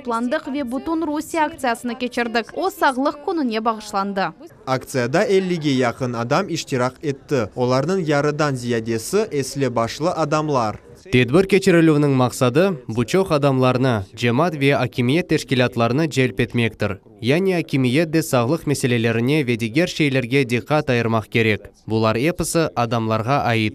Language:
Crimean Tatar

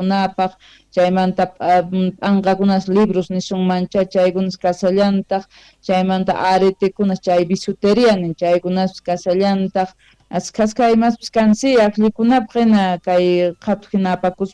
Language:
Quechua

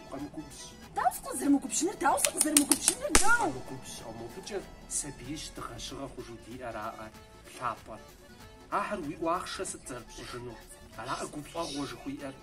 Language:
Kabardian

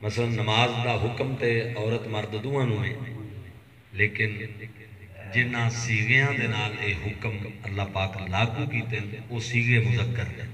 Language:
Saraiki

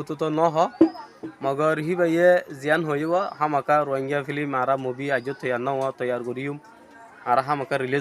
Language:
Rohingya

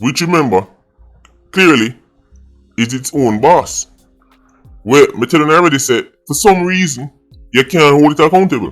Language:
Jamaican Creole English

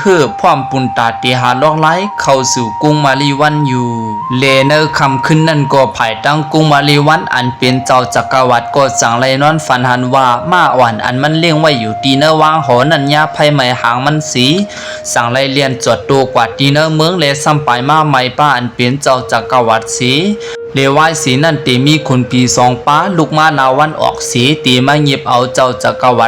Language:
Shan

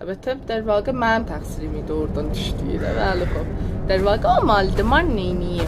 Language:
South Azerbaijani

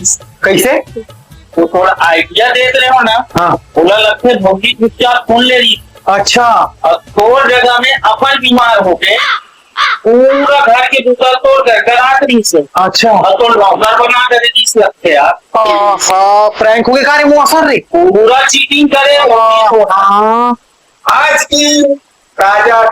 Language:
Chhattisgarhi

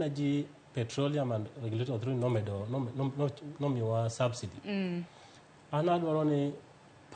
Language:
Luo (Kenya and Tanzania)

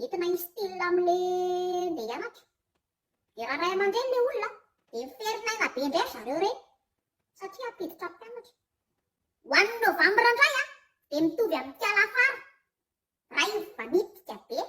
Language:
Malagasy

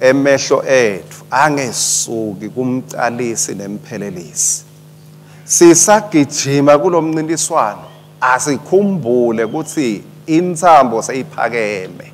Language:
Swati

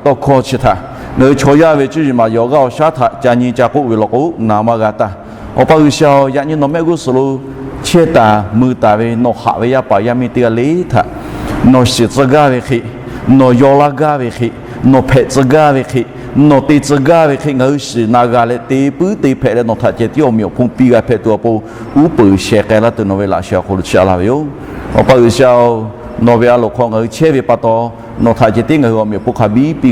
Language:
Lahu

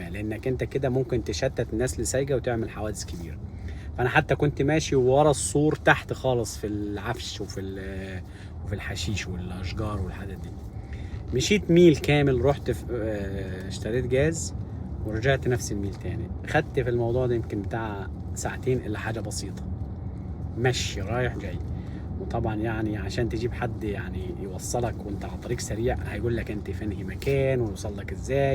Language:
Egyptian Arabic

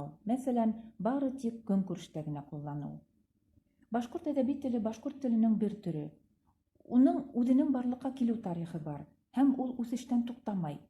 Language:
Bashkir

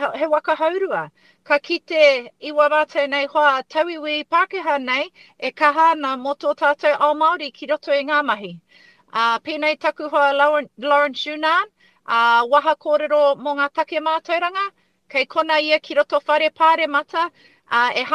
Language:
Māori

